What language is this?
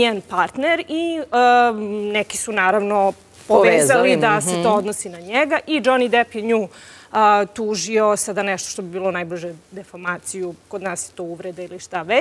Serbian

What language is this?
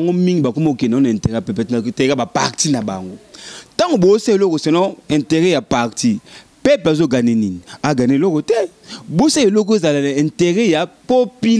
Lingala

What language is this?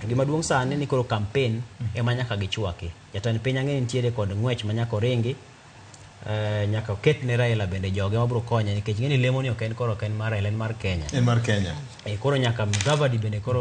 Luo (Kenya and Tanzania)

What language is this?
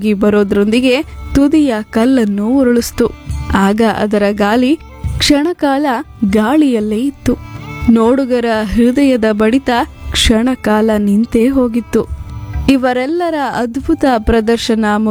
Kannada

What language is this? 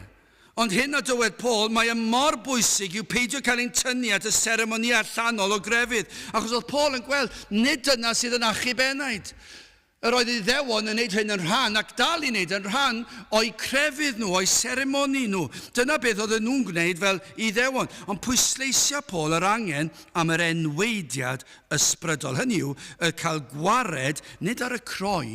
Welsh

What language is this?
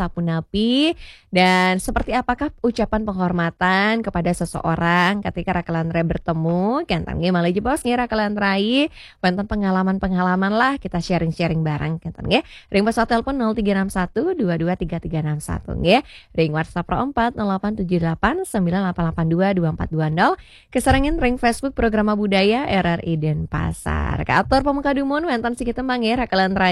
Balinese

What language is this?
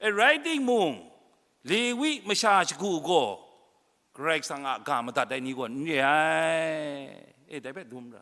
Kachin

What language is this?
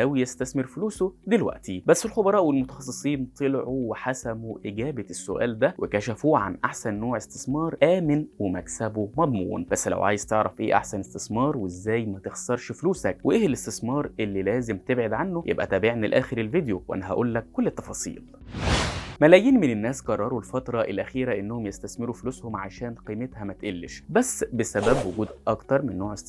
Egyptian Arabic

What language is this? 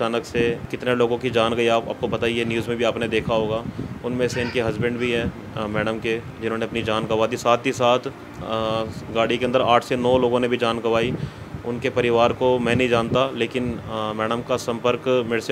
Hindi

